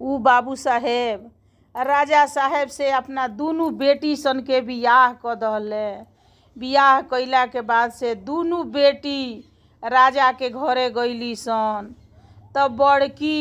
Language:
Bhojpuri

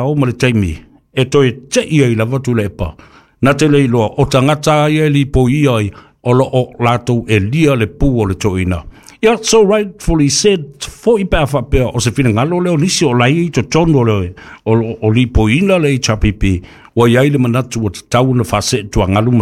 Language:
Samoan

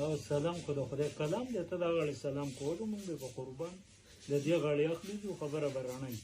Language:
Pashto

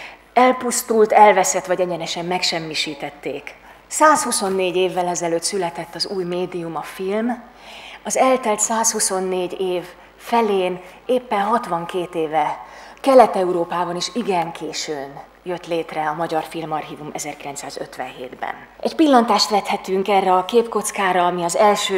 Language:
Hungarian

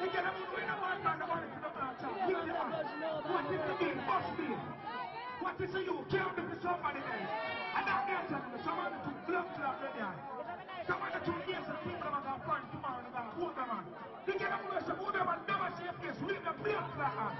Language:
Jamaican Creole English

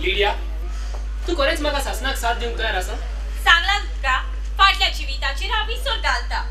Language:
Konkani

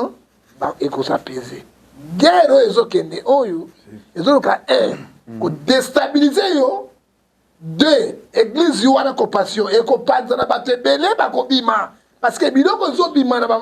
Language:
Lingala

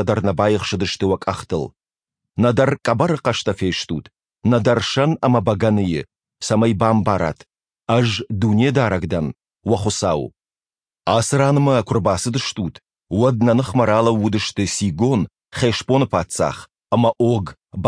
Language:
Ossetic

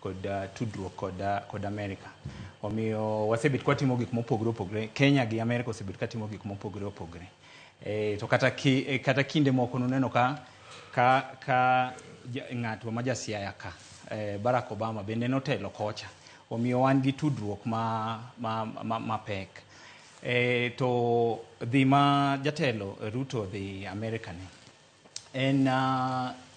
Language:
Luo (Kenya and Tanzania)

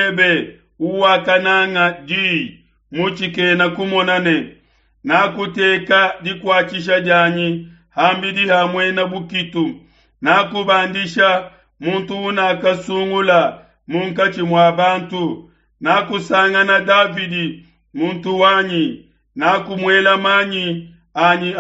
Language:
Luba-Lulua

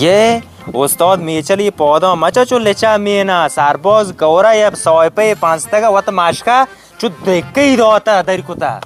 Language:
Baluchi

